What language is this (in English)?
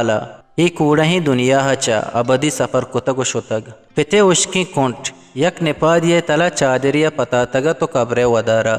Eastern Balochi